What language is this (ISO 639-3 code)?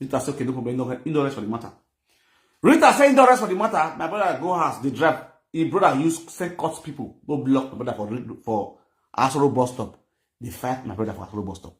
pcm